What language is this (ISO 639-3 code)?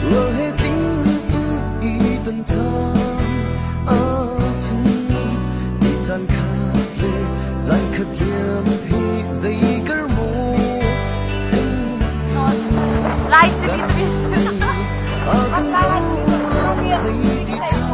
cnh